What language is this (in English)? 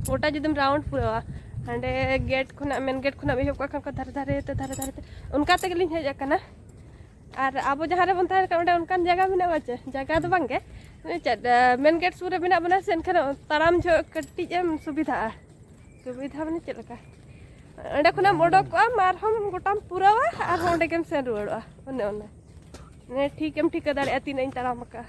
Santali